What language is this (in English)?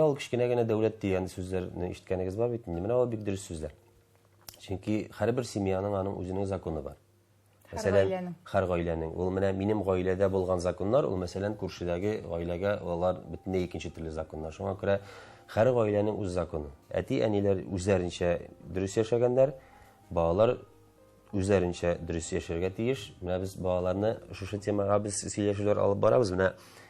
Tatar